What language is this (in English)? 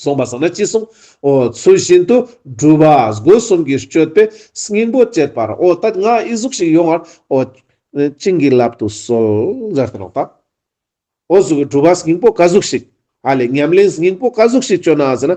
Ladakhi